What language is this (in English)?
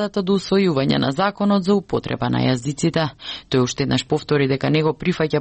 Macedonian